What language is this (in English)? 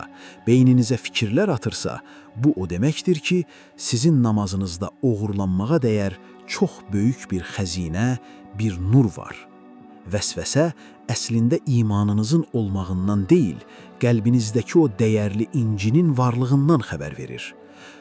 Azerbaijani